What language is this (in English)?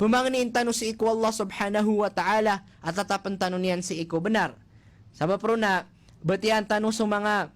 Maranao